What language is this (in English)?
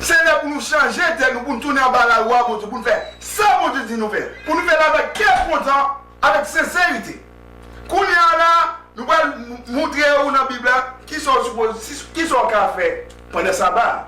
Haitian Creole